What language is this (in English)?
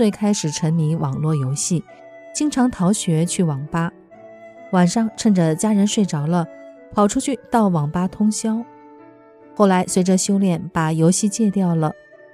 Chinese